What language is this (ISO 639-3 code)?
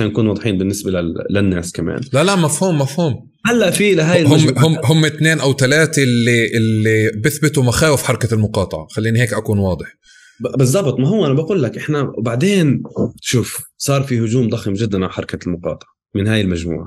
apc